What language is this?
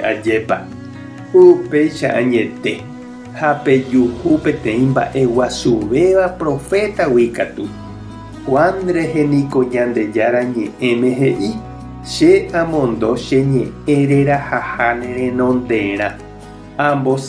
Guarani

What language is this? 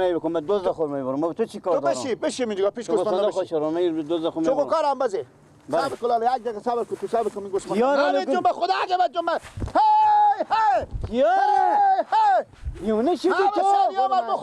Persian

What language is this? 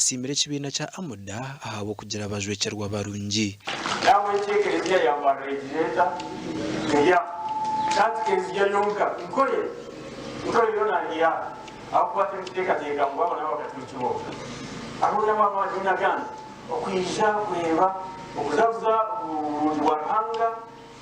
Nyankole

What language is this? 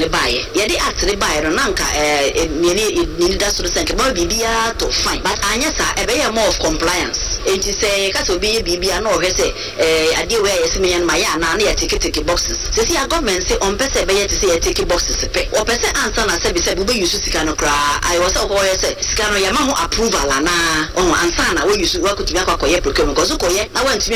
Akan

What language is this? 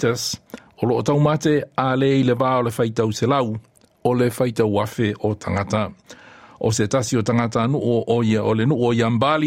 Samoan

